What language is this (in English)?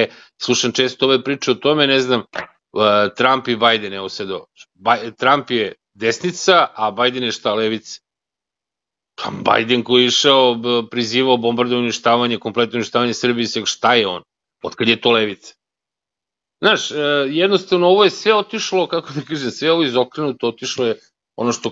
Serbian